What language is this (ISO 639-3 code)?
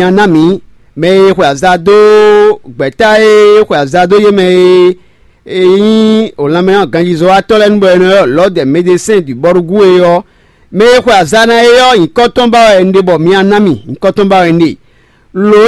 fon